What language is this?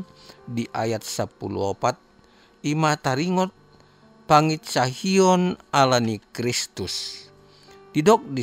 Batak Toba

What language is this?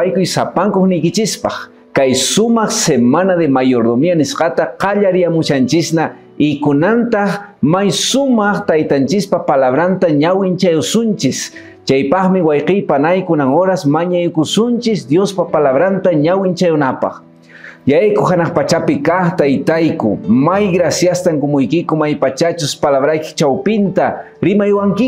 Quechua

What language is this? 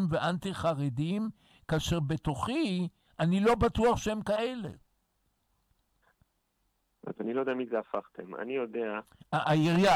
Hebrew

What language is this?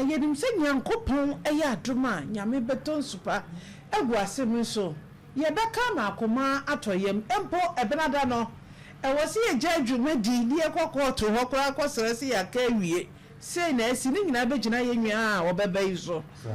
Akan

